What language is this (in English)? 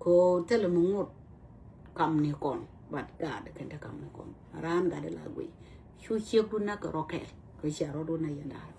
Nuer